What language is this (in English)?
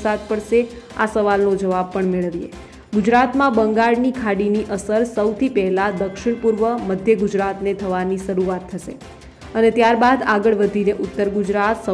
Gujarati